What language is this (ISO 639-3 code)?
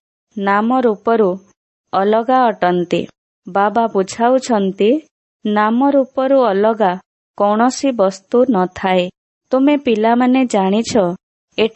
ori